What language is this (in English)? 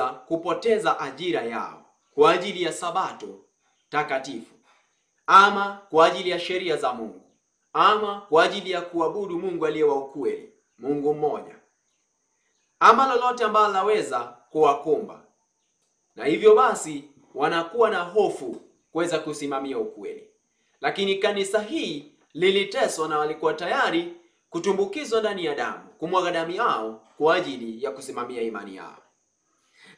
Swahili